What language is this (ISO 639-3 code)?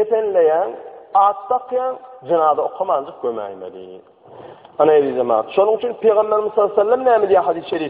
tuk